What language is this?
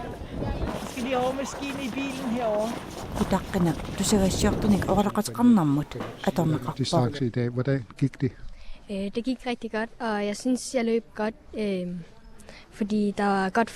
Kalaallisut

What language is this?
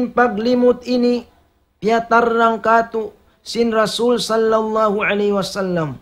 Tausug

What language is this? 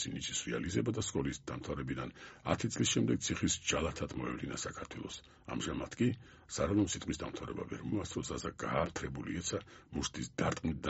Georgian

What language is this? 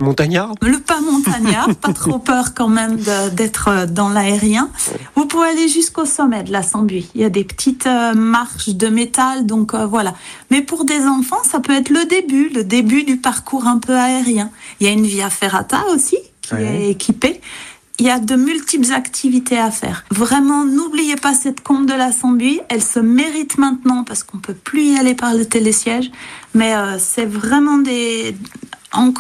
French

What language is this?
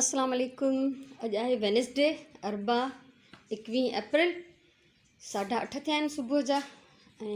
Sindhi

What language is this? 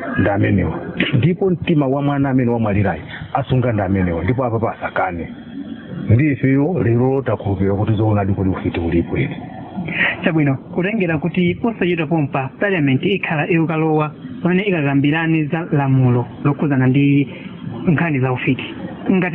Nyanja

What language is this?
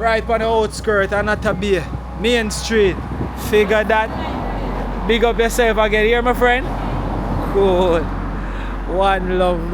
Jamaican Creole English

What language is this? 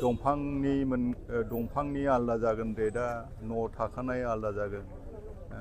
Bodo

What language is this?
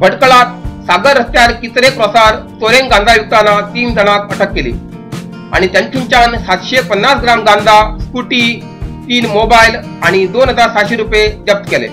Konkani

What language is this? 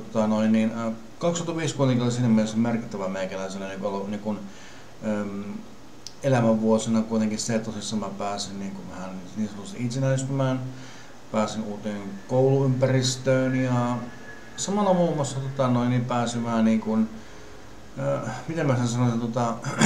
Finnish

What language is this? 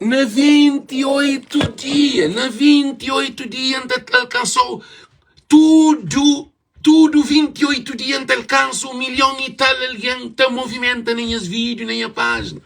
Kabuverdianu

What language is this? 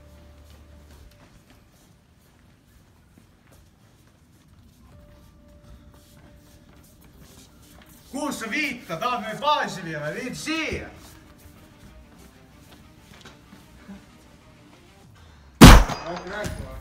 Estonian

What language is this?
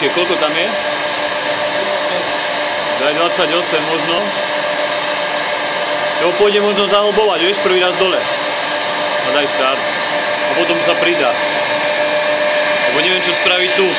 Slovak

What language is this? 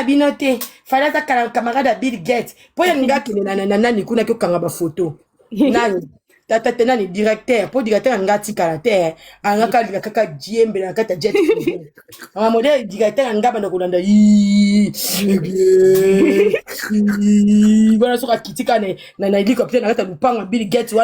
Lingala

